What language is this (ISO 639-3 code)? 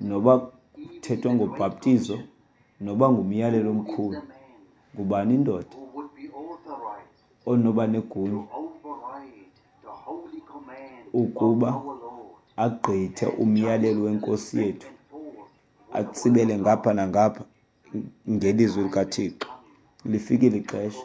xho